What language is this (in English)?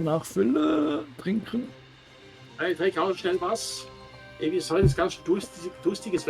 Swiss German